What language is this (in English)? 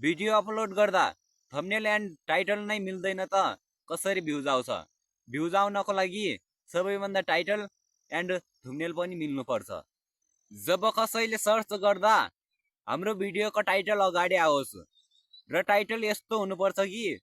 Nepali